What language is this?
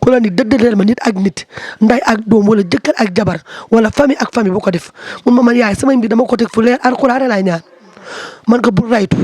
Wolof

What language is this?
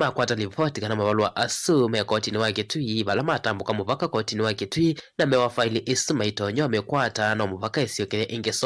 Kamba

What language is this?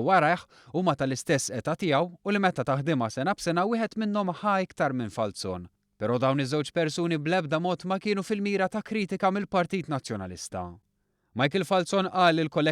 Maltese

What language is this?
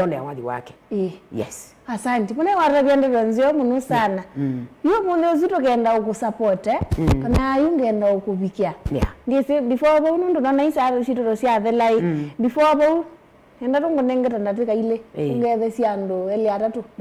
Kamba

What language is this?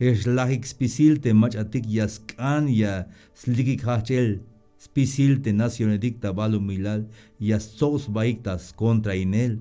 Tzeltal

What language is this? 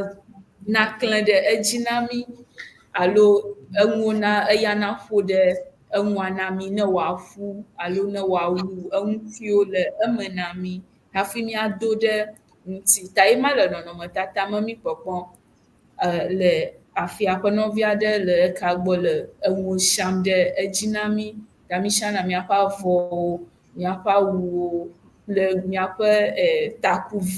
Ewe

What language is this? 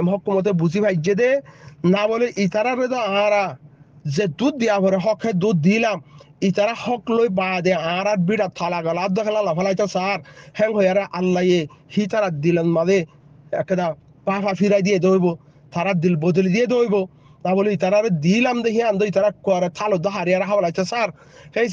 Rohingya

